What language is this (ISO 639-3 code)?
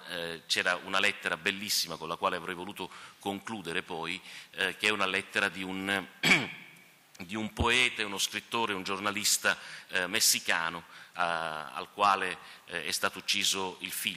ita